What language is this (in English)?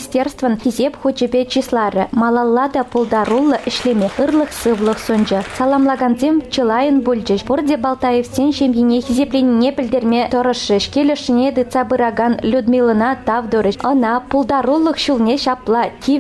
Chuvash